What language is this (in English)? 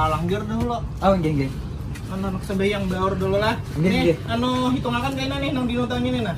Banjar